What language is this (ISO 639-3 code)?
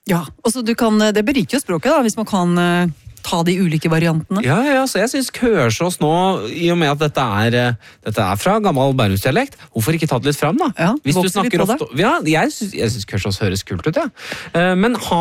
nor